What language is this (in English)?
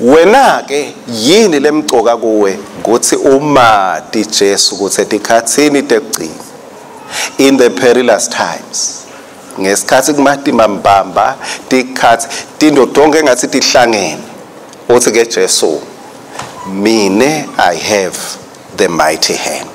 Swati